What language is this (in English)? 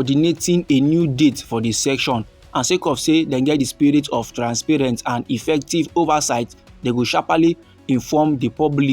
Nigerian Pidgin